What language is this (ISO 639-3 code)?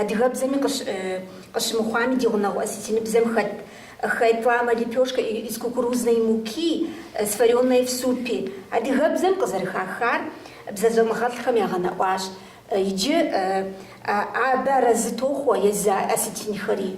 kbd